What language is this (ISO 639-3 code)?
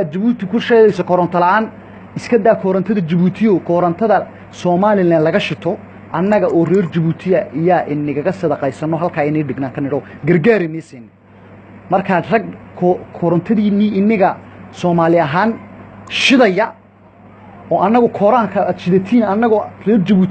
som